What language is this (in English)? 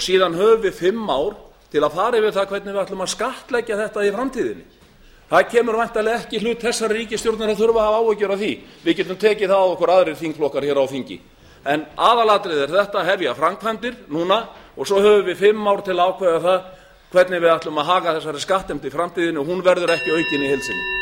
Icelandic